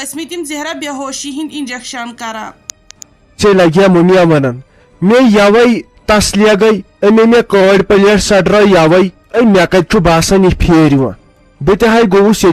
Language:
Kashmiri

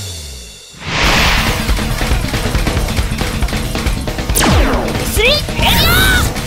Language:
Korean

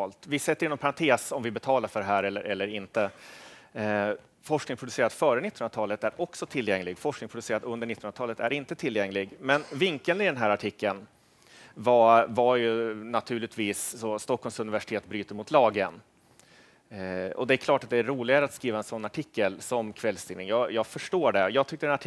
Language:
Swedish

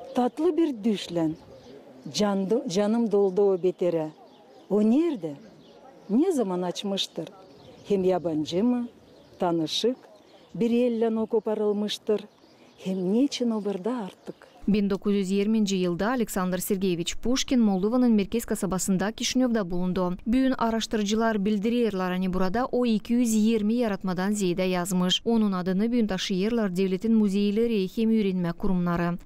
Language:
Gagauz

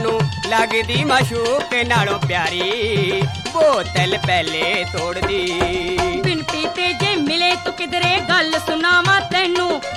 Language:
Punjabi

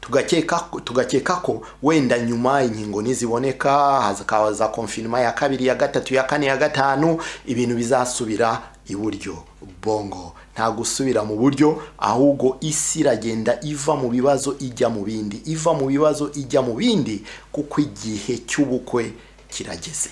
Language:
Kinyarwanda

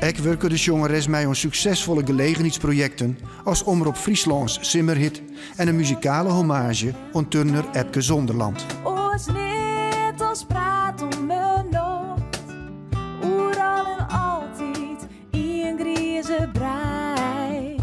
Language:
Western Frisian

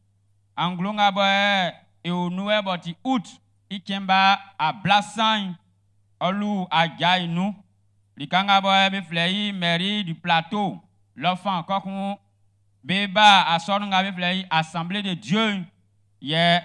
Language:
Baoulé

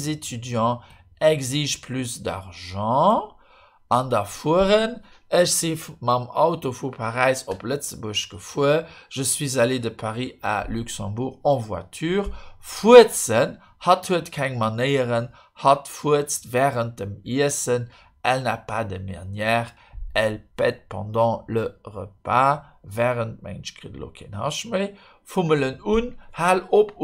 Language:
Luxembourgish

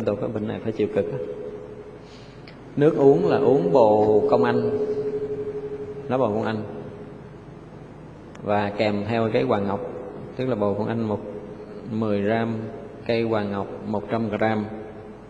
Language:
Vietnamese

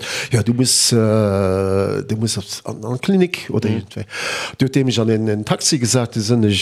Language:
Luxembourgish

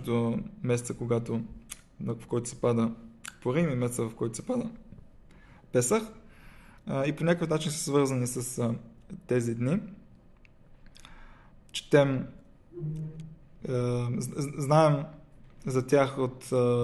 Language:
Bulgarian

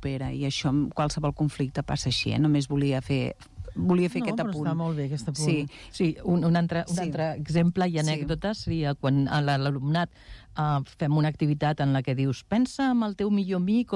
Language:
Catalan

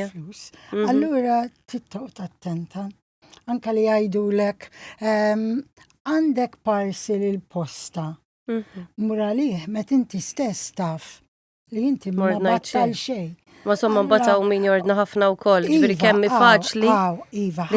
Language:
Maltese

